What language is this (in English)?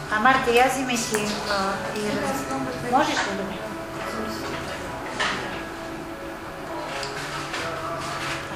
Bulgarian